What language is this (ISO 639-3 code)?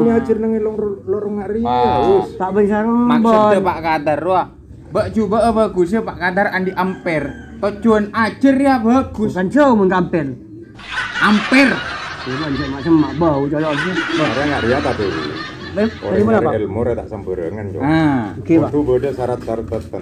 mad